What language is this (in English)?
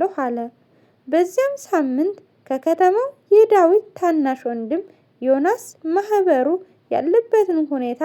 Amharic